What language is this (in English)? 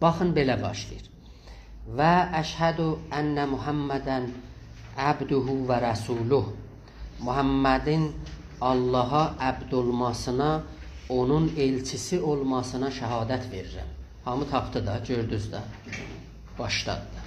South Azerbaijani